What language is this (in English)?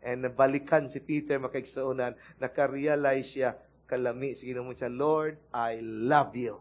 Cebuano